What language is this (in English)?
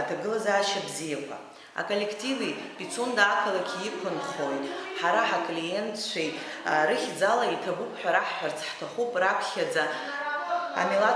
Abkhazian